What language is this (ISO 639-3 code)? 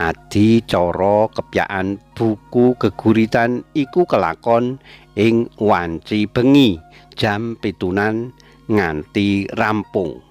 jav